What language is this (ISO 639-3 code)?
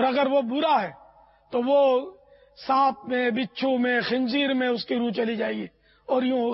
urd